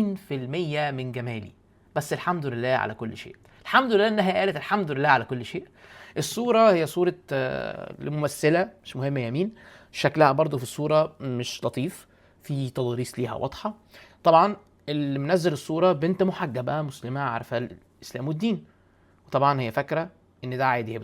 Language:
Egyptian Arabic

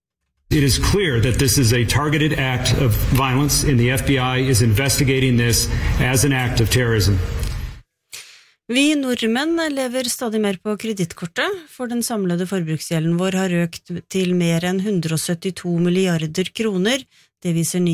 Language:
Norwegian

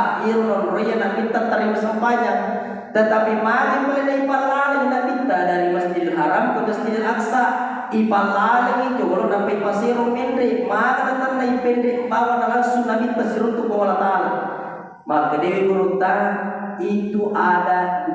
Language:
Buginese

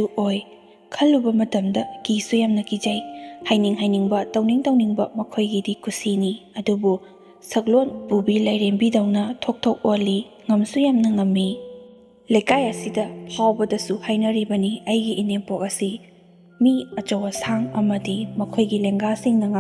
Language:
Manipuri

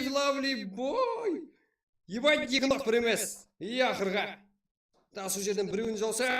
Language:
Kara-Kalpak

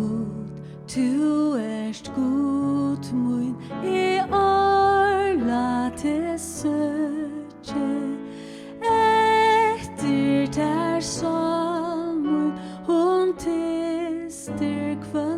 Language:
Faroese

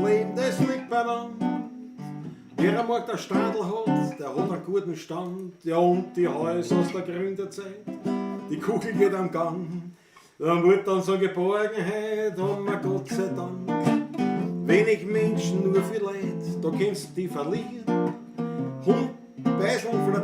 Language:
Bavarian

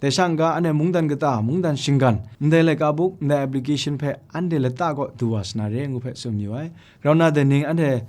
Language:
Kachin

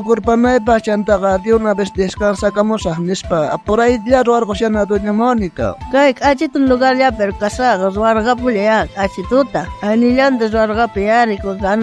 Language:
South Bolivian Quechua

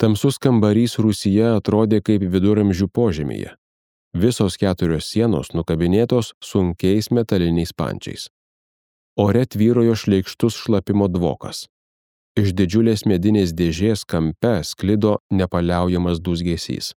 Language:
Lithuanian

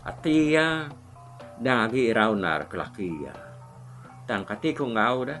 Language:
Iban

